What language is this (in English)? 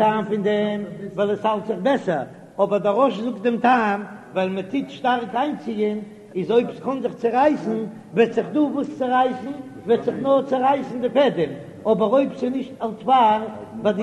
Yiddish